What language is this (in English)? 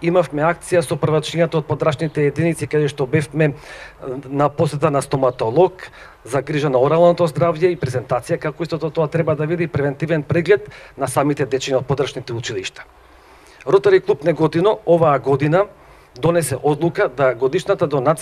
Macedonian